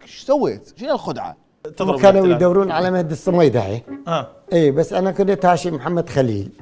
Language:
Mesopotamian Arabic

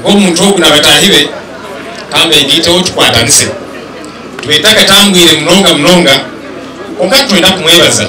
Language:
Nyankole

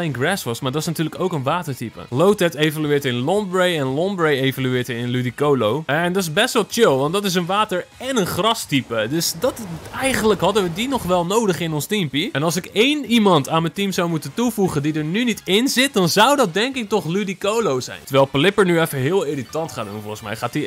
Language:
Dutch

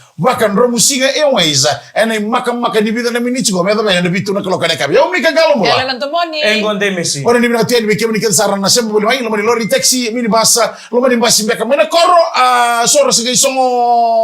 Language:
Fijian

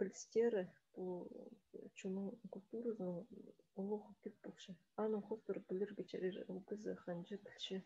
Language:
Khakas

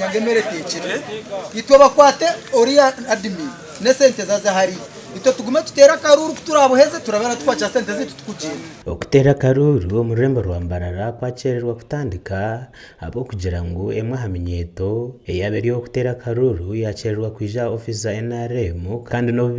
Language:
Nyankole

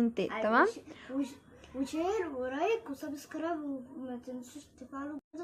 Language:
Egyptian Arabic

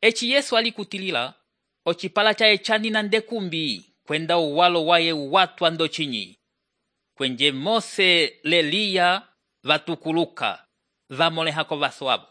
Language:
Umbundu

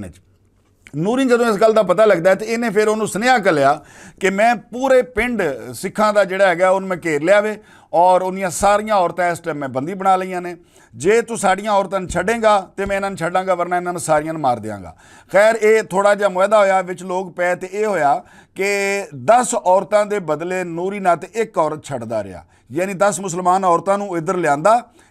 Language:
Western Panjabi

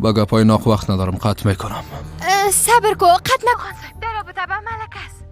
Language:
Persian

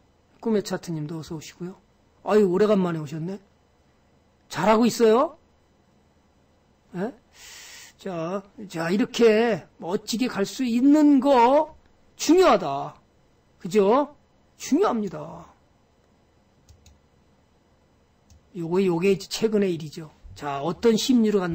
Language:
Korean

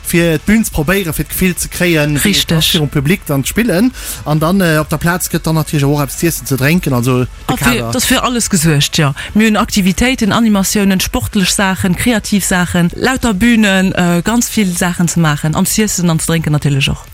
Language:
Luxembourgish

